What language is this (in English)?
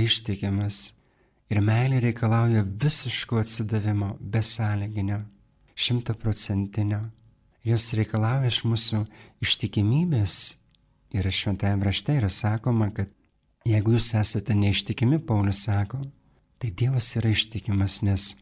Lithuanian